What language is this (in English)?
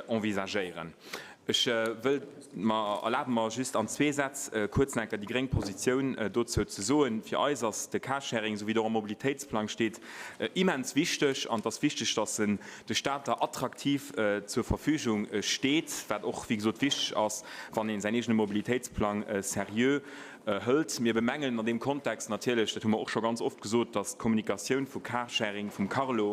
Luxembourgish